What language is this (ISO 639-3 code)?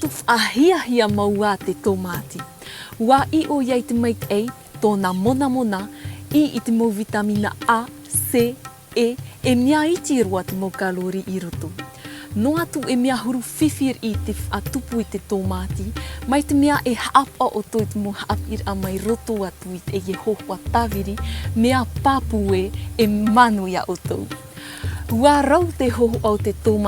tah